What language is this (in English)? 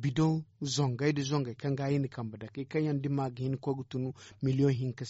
Zarma